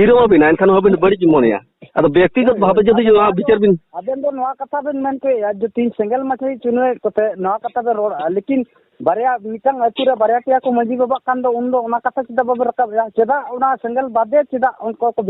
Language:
Santali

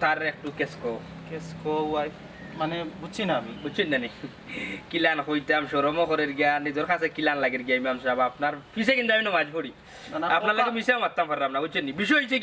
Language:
Sylheti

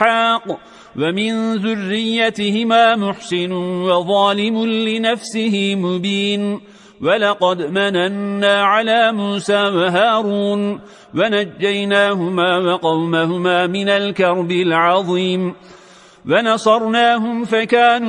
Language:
Arabic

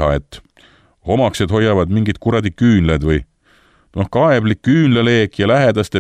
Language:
Estonian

